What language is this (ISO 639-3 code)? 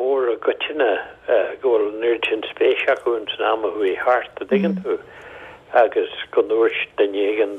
gle